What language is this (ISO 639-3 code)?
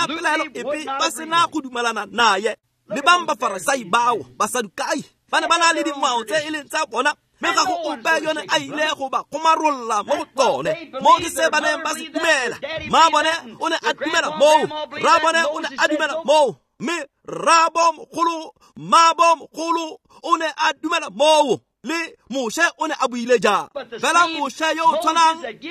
tsn